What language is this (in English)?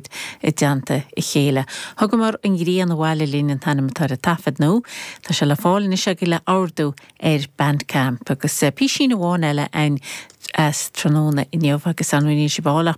Irish